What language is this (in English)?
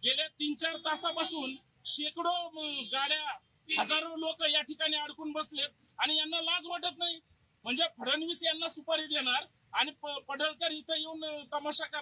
Marathi